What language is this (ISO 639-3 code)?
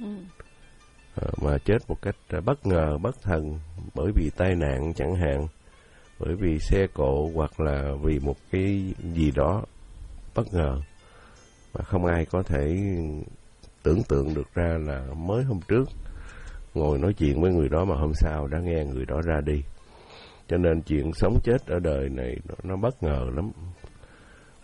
vie